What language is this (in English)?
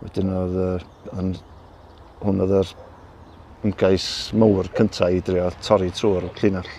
Welsh